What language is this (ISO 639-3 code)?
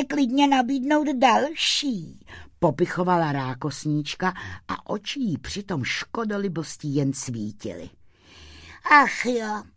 ces